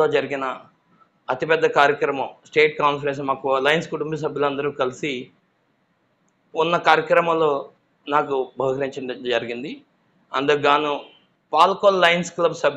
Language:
Telugu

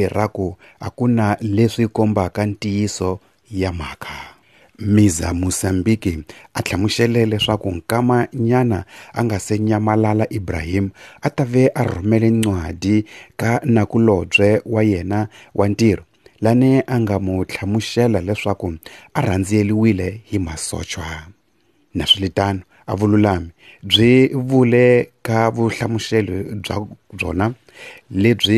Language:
Tsonga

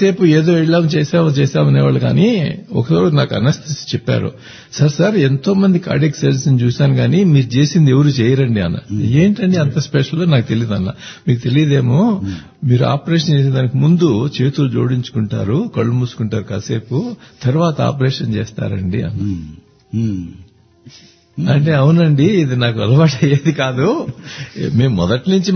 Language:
Telugu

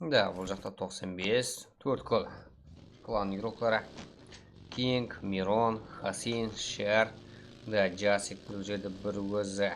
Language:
Kara-Kalpak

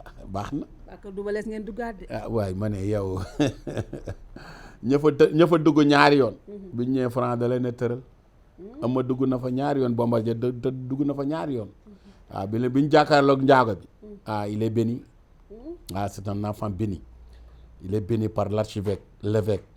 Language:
Wolof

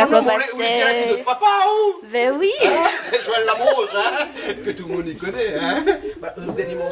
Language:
Réunion Creole French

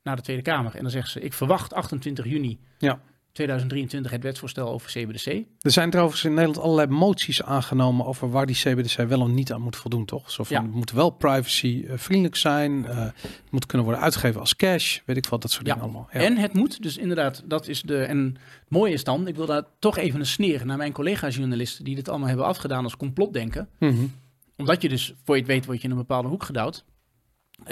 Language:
Dutch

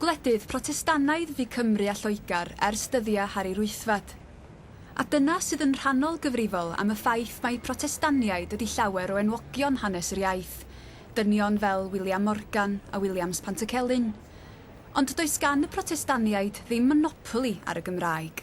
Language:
Welsh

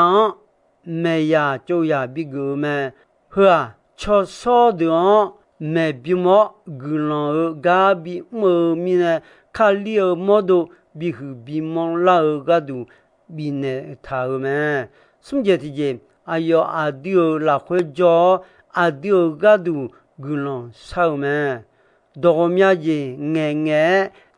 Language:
Akha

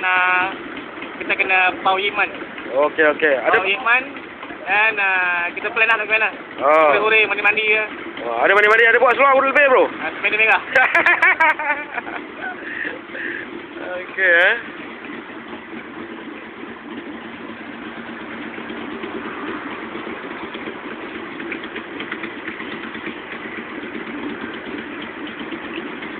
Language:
Malay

